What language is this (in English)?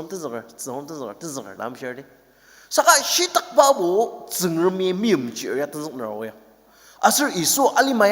Ao Naga